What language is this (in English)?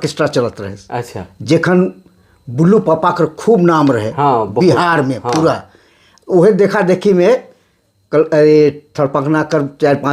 Sadri